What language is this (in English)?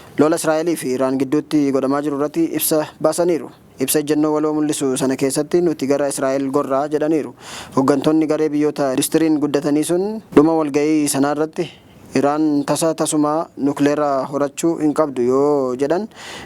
Oromo